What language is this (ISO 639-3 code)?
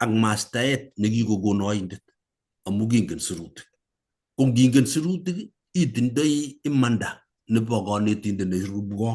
kln